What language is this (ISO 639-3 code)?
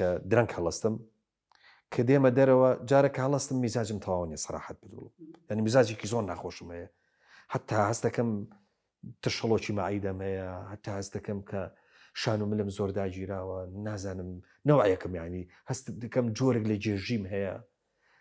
ckb